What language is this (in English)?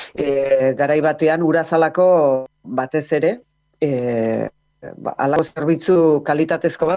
Basque